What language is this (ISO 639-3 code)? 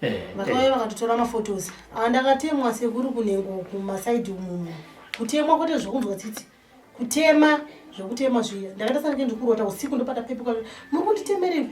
sna